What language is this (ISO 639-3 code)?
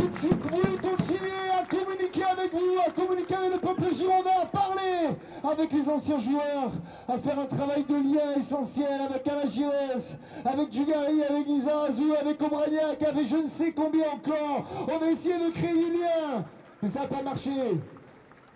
fra